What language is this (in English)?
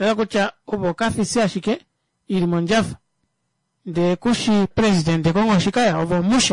Kuanyama